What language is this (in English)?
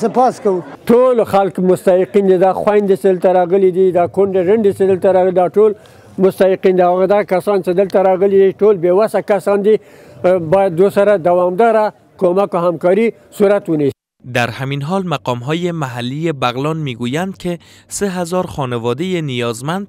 Persian